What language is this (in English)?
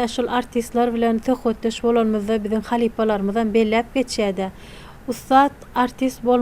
Turkmen